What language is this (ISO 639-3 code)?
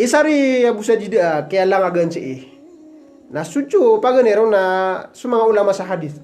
mrw